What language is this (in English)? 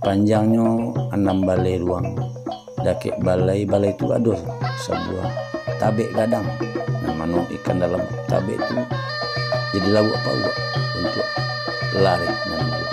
Minangkabau